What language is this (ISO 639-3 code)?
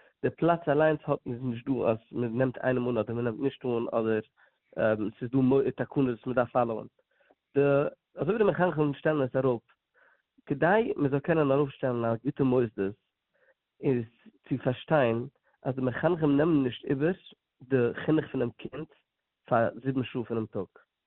yid